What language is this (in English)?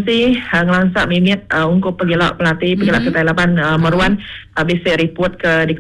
Iban